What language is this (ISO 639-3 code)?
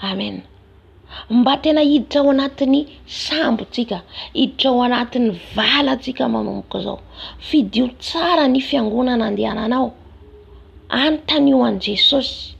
mlg